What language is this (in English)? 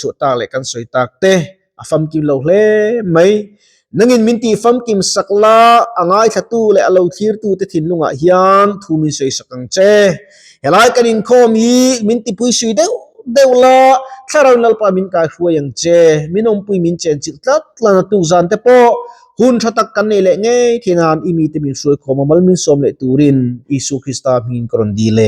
Mizo